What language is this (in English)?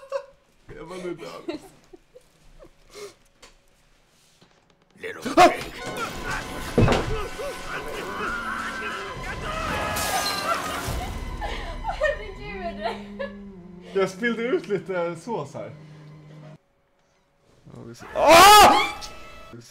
Swedish